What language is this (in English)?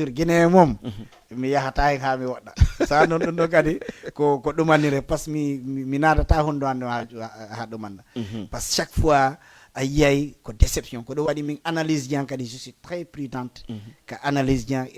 Fula